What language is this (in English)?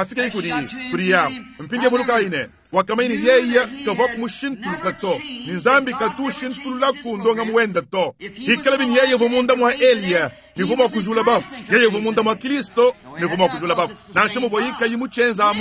Luba-Lulua